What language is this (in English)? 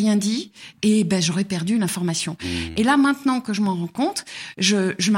French